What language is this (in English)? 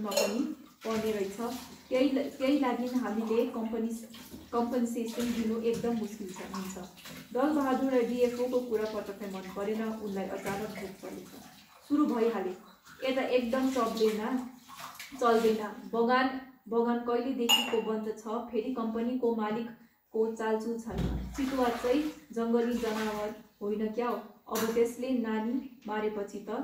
Nepali